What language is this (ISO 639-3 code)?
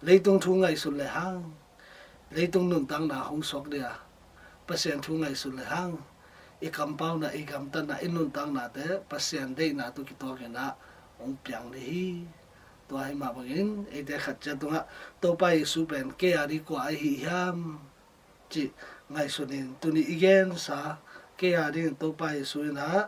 ctd